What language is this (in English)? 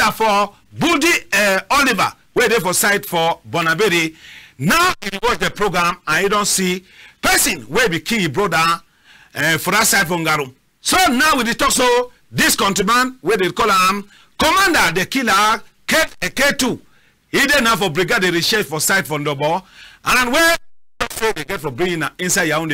Cameroon Pidgin